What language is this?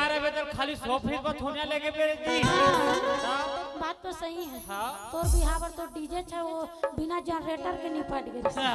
Chhattisgarhi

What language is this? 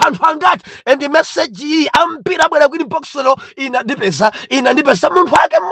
Nyanja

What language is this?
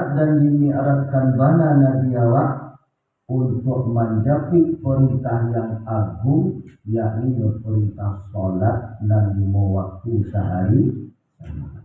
Minangkabau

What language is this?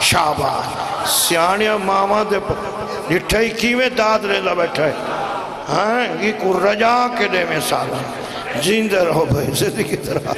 Saraiki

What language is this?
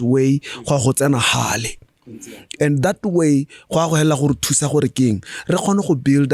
Tswana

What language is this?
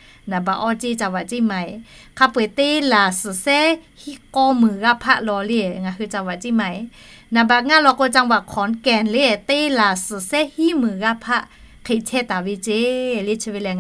Lahu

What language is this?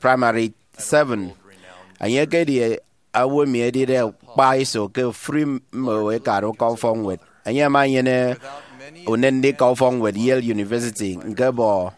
Efik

